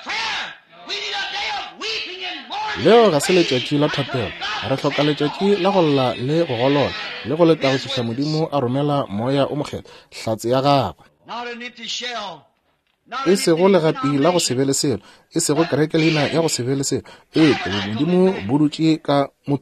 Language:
Northern Sotho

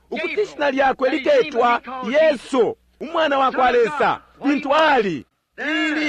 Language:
Bemba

